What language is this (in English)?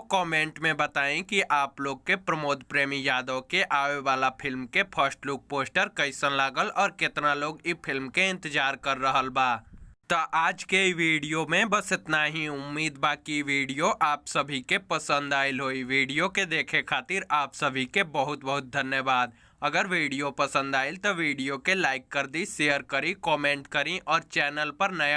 Bhojpuri